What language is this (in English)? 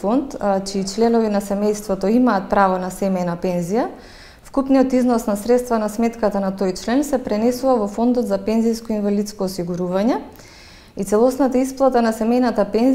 Macedonian